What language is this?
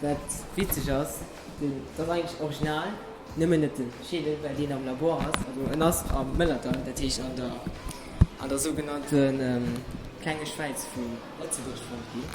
Luxembourgish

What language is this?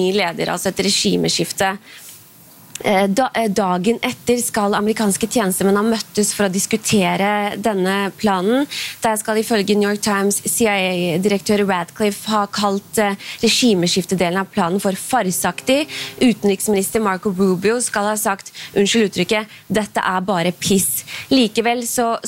Norwegian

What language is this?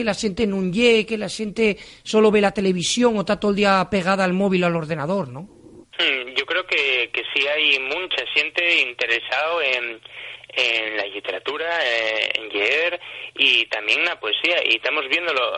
Asturian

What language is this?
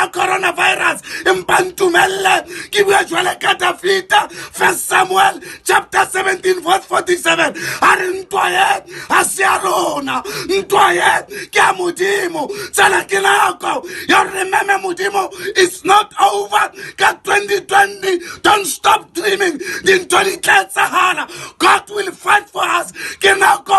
Tswana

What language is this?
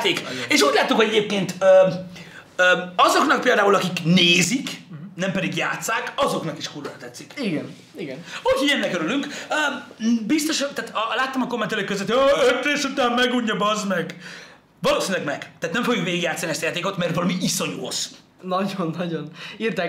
Hungarian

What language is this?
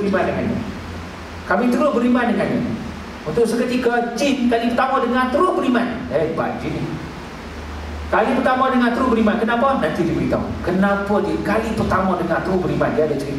Malay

